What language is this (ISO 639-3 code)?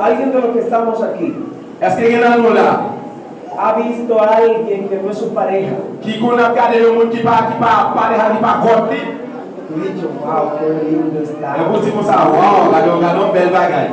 hat